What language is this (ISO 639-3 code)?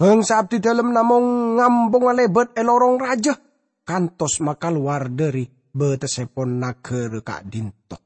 mad